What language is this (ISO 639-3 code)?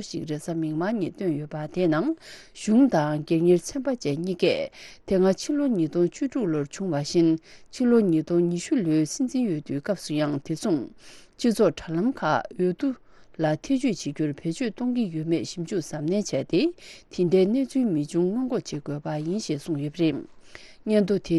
bod